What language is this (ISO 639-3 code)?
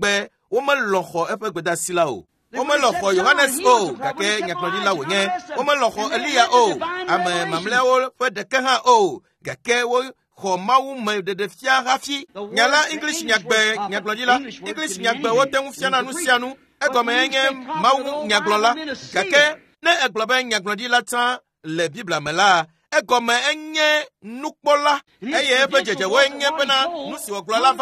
ewe